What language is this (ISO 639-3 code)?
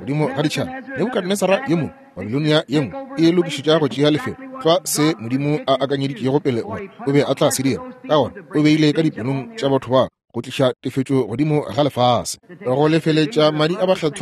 nso